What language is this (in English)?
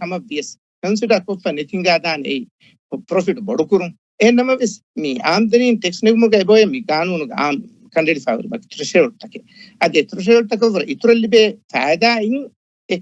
Divehi